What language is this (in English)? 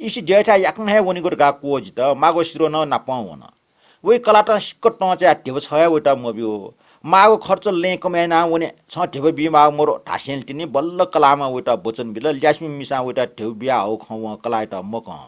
Newari